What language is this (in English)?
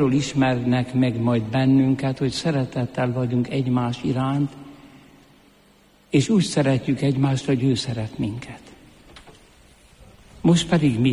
Hungarian